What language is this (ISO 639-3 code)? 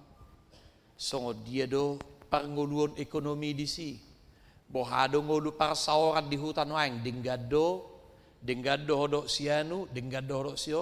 bbc